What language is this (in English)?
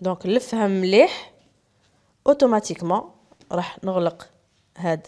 Algerian Arabic